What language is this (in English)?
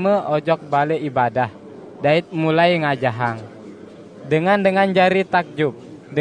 Sasak